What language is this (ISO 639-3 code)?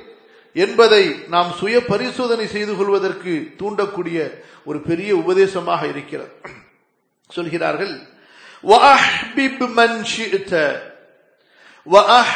tam